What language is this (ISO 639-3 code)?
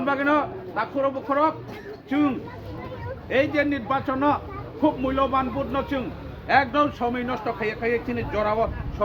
trp